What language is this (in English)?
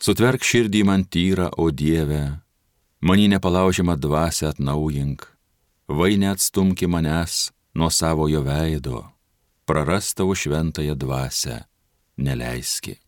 Lithuanian